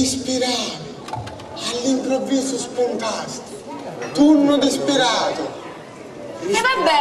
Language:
Sicilian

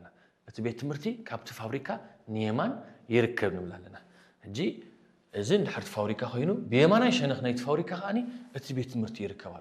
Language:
Tigrinya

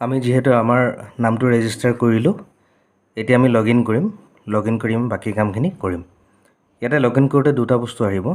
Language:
Assamese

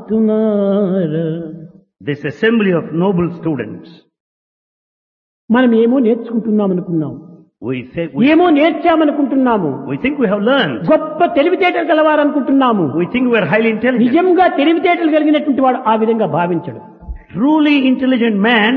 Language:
Telugu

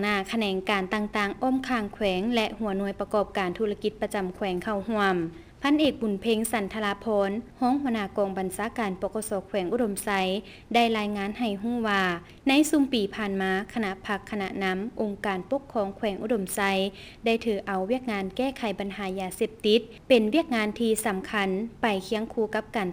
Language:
Lao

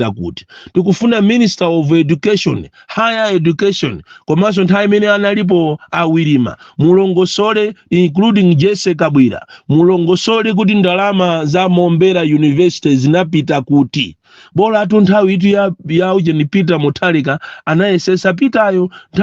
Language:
Nyanja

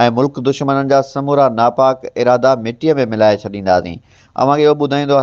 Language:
Sindhi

